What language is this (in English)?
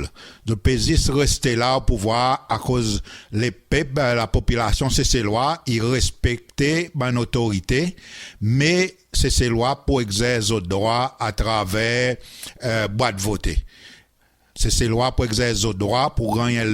Seselwa Creole French